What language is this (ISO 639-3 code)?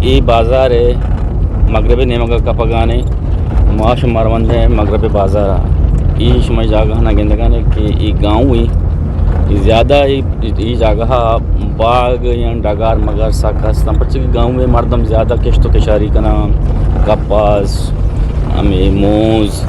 bgp